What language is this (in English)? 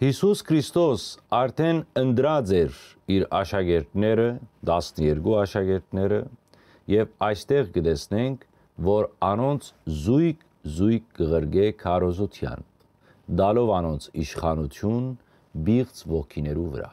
Western Armenian